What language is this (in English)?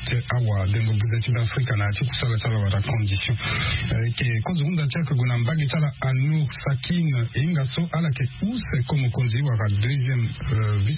Sango